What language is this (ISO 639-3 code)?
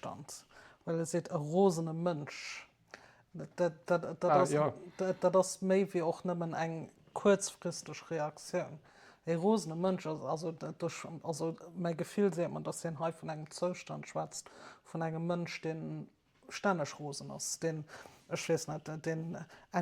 ltz